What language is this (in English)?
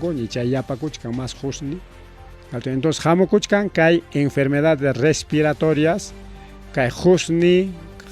Ayacucho Quechua